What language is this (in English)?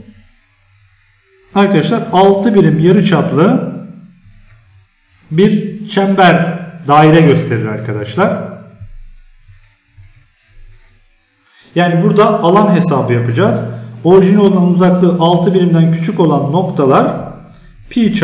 Turkish